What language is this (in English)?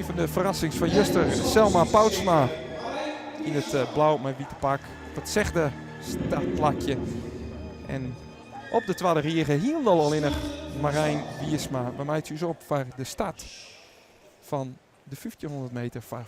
Western Frisian